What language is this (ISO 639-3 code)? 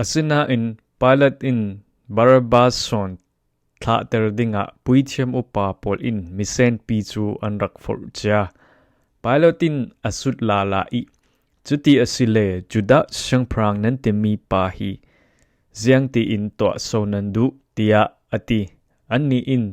cfm